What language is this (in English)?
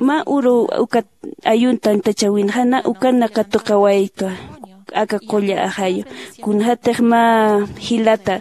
Aymara